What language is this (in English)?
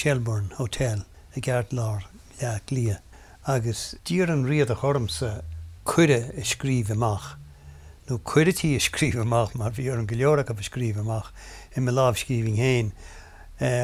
Irish